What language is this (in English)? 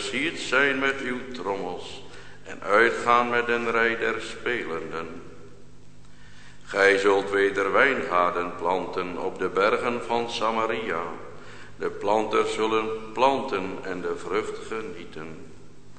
Dutch